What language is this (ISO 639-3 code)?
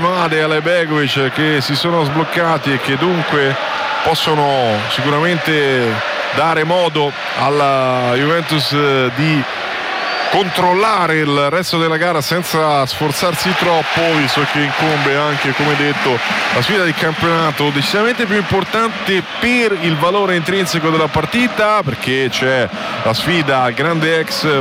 ita